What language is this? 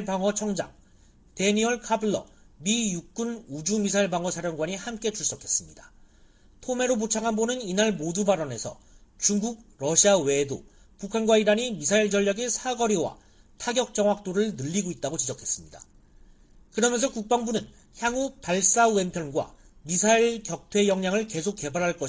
Korean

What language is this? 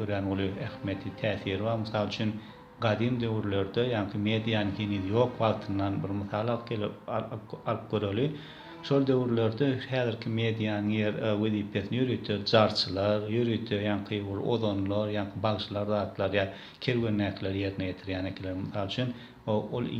Turkmen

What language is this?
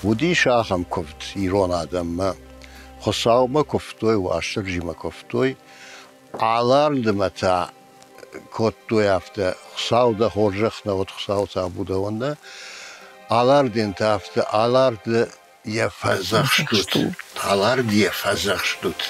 Ossetic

